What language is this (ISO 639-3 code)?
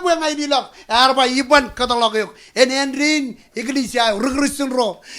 mah